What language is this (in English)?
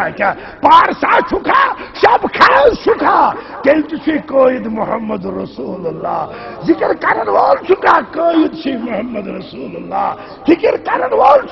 Kashmiri